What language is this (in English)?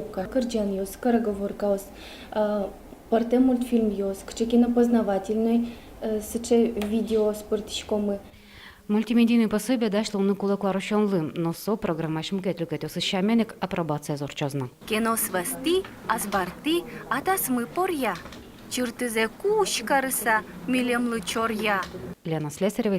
Udmurt